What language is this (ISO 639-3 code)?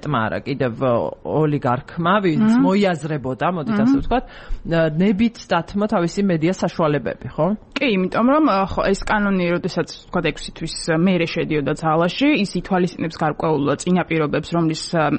kat